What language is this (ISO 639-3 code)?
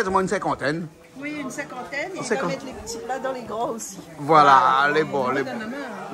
rcf